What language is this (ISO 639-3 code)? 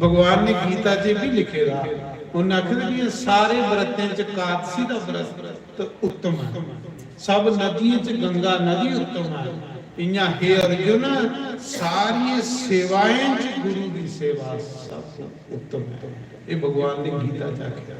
doi